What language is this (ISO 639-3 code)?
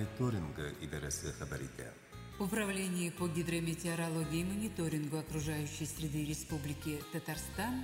tat